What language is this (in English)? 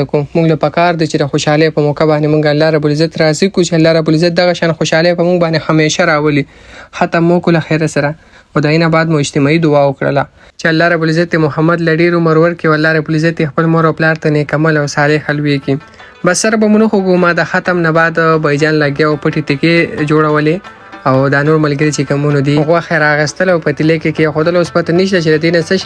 Pashto